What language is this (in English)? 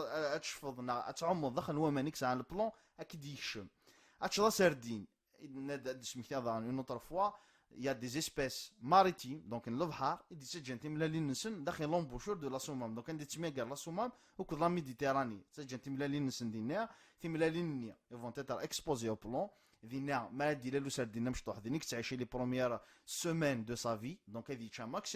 Kabyle